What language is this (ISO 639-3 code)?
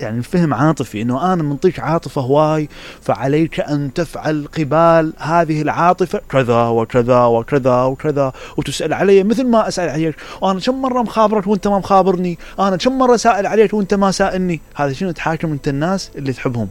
acm